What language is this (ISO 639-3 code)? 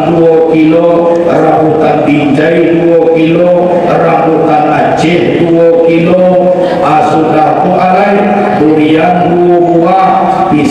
min